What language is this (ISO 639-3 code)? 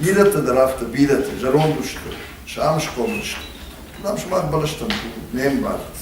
oss